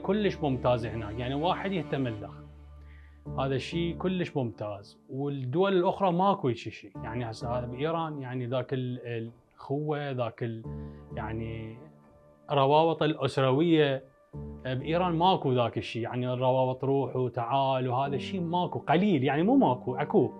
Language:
Mesopotamian Arabic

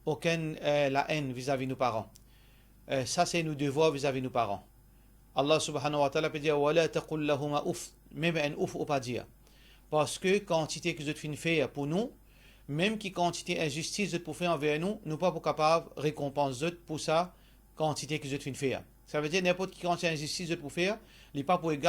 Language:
Morisyen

